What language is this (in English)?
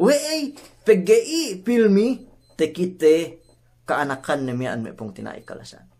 Yakan